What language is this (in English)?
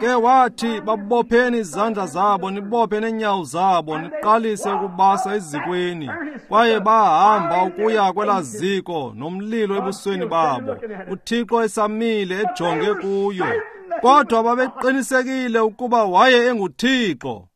Xhosa